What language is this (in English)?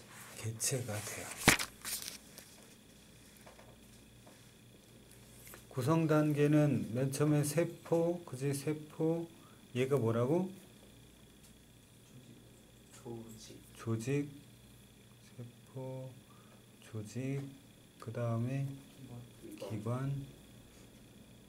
Korean